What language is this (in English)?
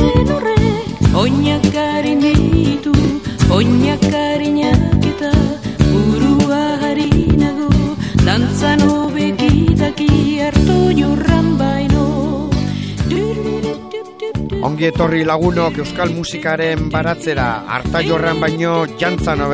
Basque